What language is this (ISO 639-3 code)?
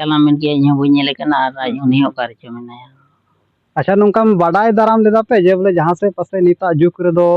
sat